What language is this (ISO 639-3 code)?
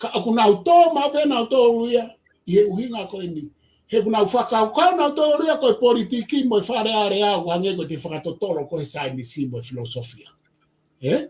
ton